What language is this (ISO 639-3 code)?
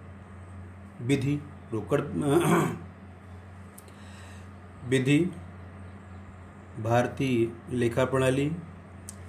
hin